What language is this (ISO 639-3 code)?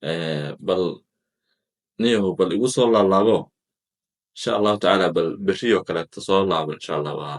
som